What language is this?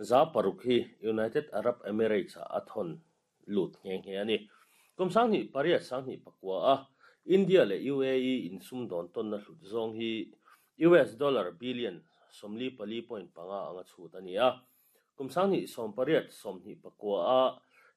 Mizo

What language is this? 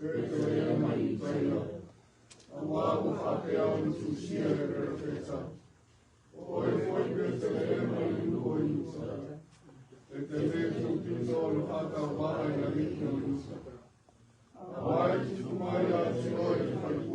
Samoan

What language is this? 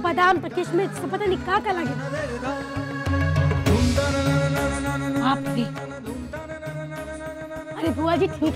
Bhojpuri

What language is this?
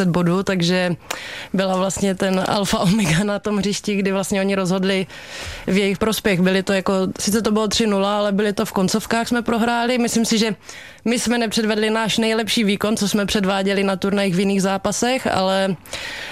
Czech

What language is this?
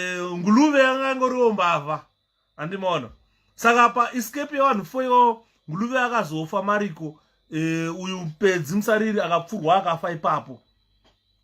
Shona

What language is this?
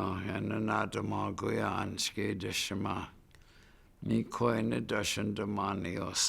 Chippewa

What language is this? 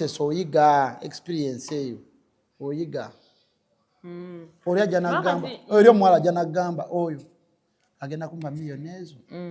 Ganda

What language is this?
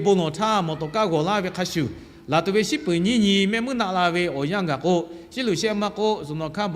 Lahu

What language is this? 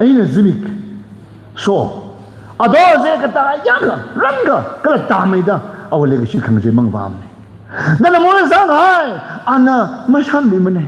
Tangkhul Naga (India)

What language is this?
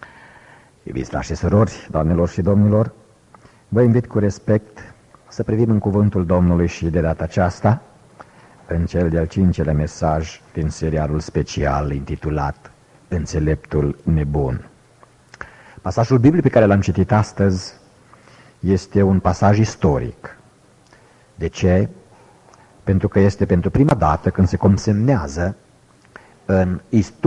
Romanian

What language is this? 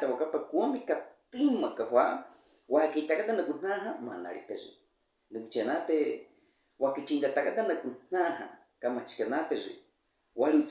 Baniwa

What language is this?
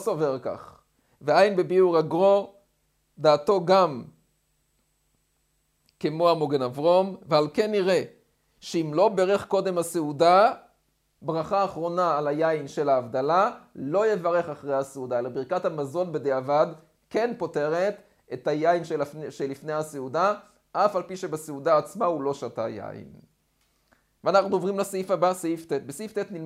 Hebrew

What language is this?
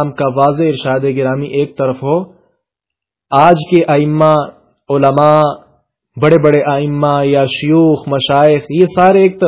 Urdu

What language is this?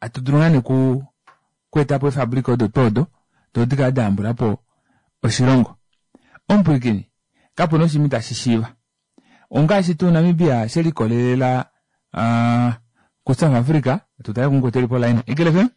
Kuanyama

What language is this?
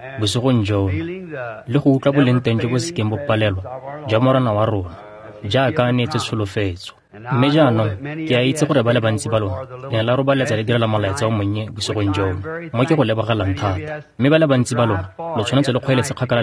Tswana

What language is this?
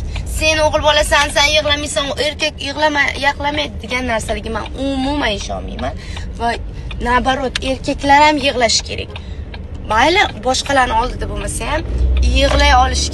Uzbek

